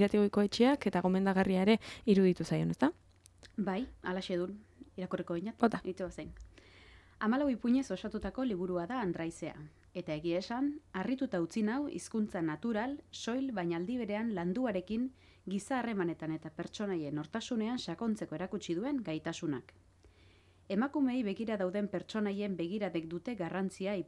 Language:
Basque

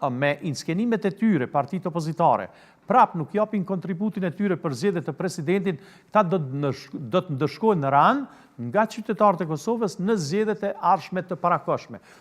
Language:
Albanian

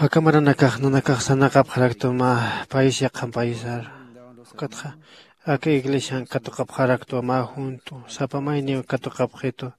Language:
Aymara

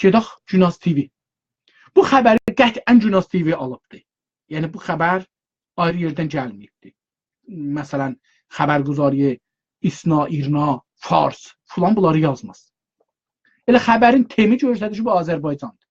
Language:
South Azerbaijani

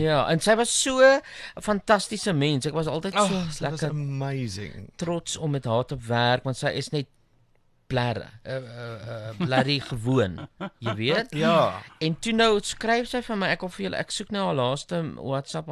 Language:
Afrikaans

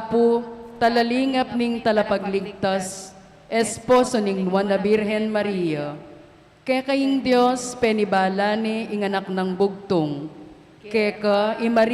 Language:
Pampanga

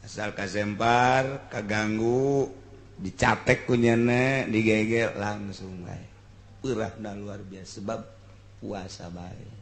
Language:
Sundanese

